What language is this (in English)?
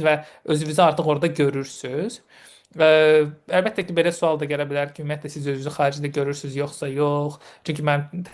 Azerbaijani